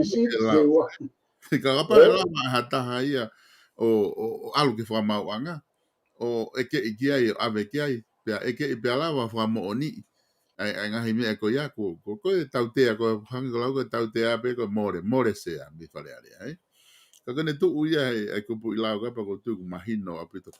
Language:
Tongan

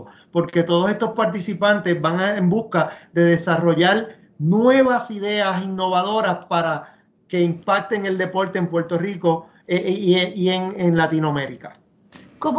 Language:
Spanish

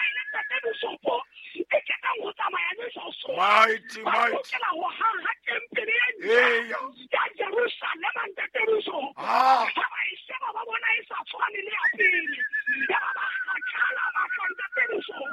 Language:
Southern Sotho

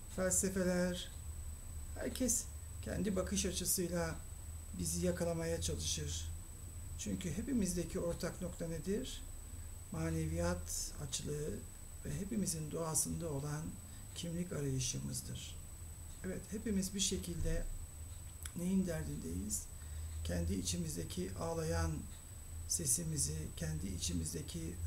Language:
Turkish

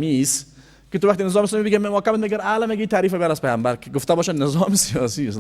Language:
Persian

